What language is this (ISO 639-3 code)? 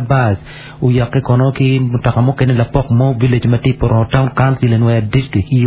ach